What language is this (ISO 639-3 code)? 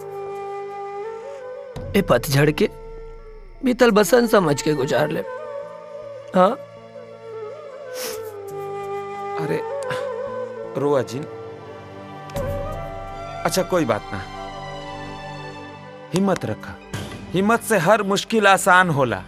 bho